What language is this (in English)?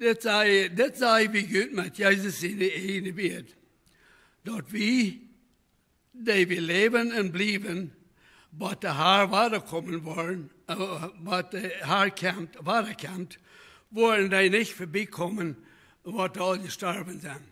Plautdietsch